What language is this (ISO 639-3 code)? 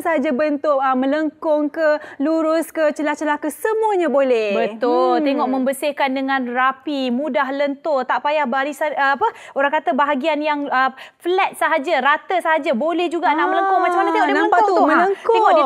msa